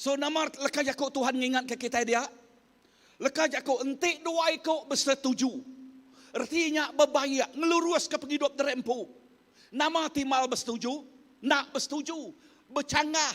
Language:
Iban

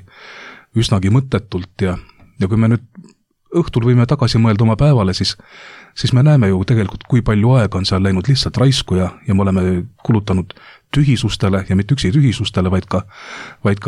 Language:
Estonian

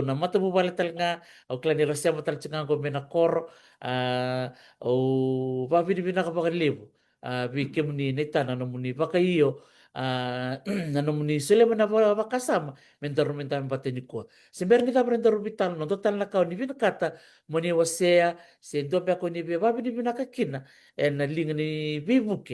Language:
Fijian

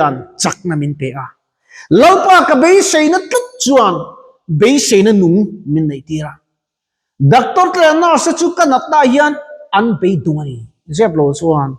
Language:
Mizo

